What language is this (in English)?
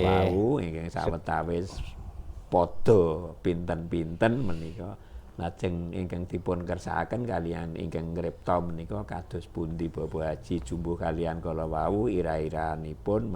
Javanese